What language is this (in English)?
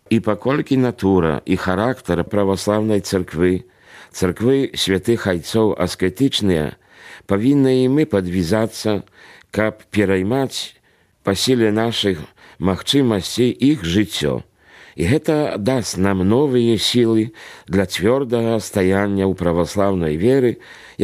Belarusian